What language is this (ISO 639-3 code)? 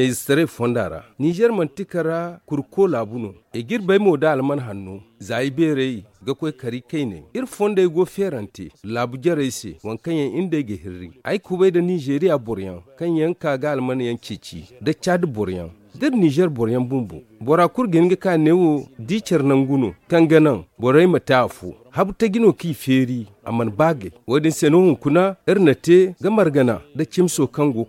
dje